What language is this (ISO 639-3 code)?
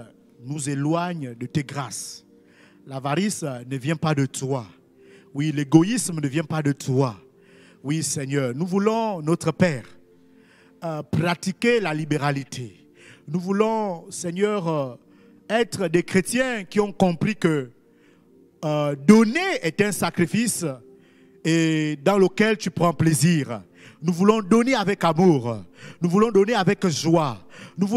fra